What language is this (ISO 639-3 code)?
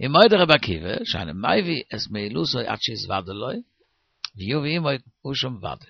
yid